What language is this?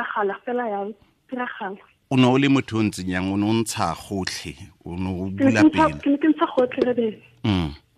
Tswana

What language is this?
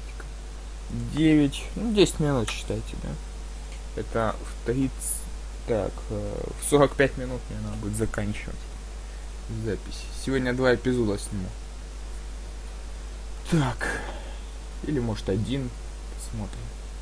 Russian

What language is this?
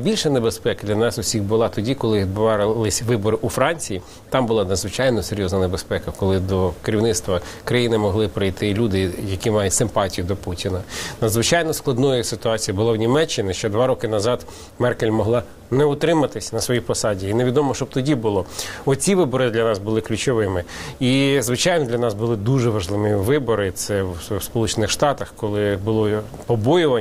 Ukrainian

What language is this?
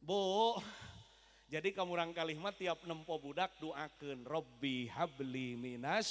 Sundanese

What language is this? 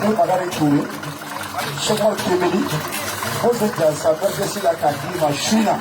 Bambara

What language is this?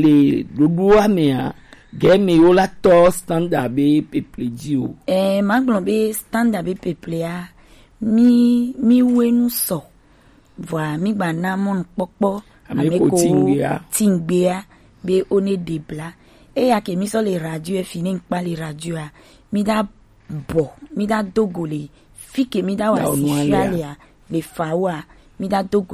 Gen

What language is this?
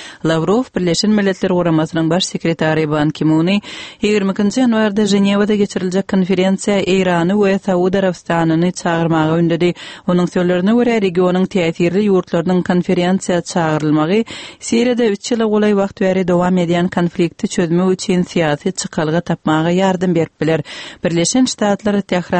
Turkmen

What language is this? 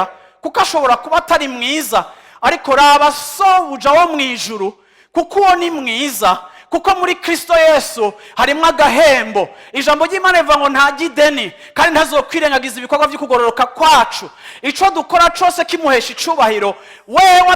Rundi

